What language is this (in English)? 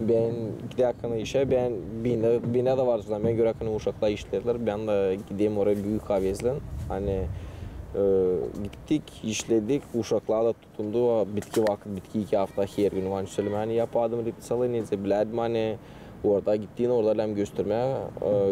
Gagauz